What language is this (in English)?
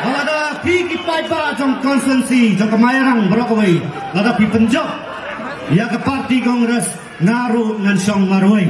Khasi